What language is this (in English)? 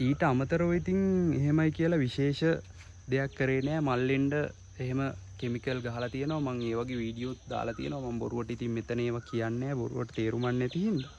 Sinhala